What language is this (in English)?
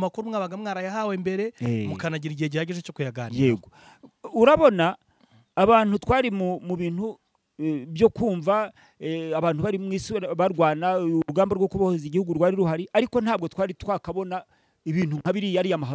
Kinyarwanda